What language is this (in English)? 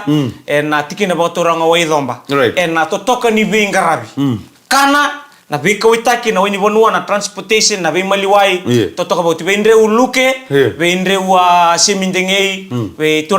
Fijian